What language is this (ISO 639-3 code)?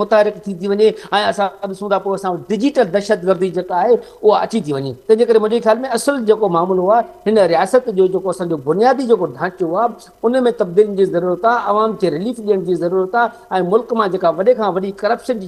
snd